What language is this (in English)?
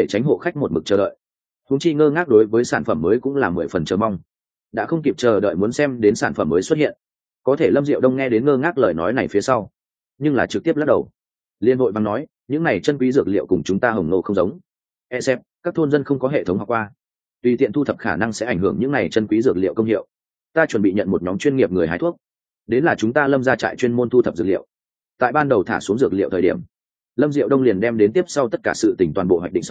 Vietnamese